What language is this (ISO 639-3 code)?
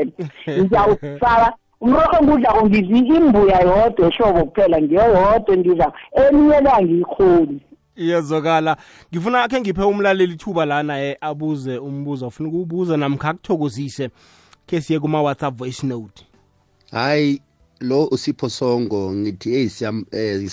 nbl